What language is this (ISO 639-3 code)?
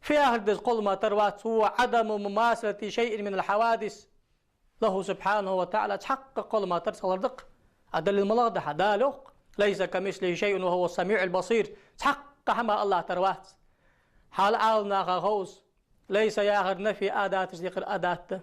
inh